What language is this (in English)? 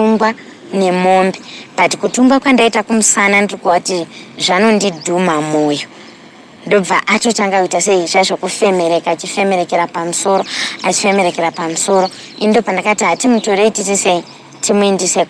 Shona